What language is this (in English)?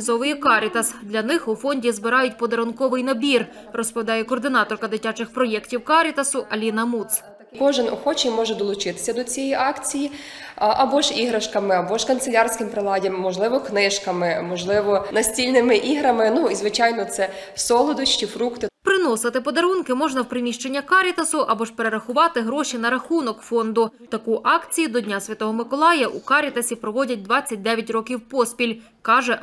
Ukrainian